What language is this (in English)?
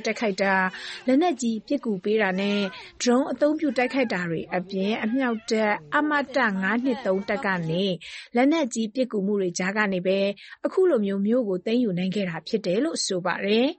Burmese